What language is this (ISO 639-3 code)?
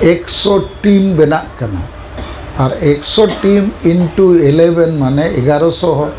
sat